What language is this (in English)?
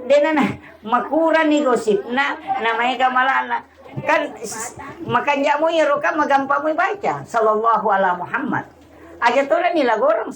Buginese